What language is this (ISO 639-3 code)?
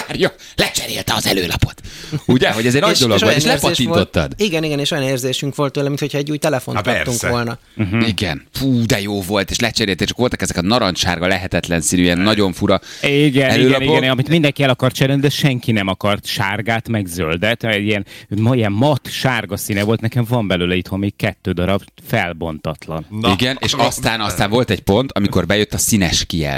hun